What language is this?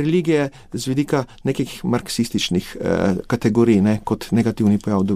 Slovenian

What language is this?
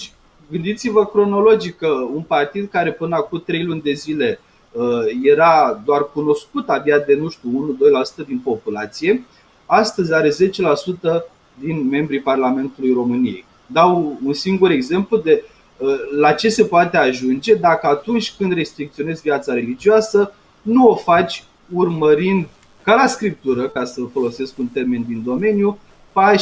Romanian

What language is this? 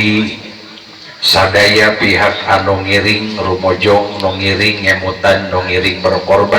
Sundanese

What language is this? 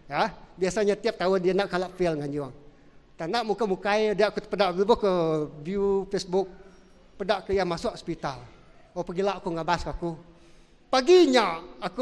Iban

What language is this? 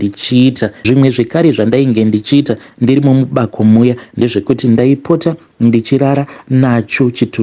Shona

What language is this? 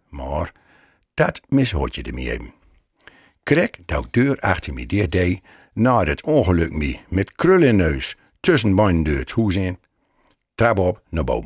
Gronings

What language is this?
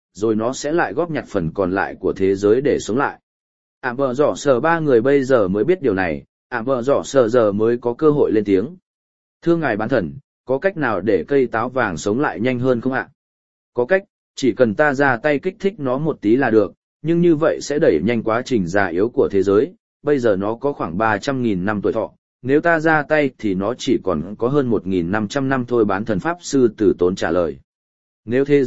Vietnamese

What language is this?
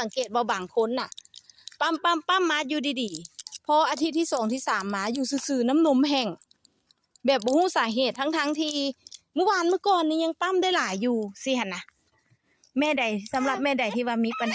Lao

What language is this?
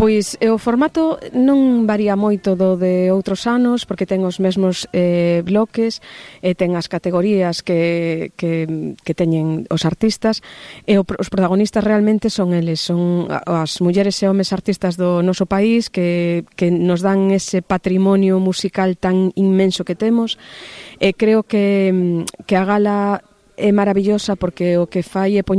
Galician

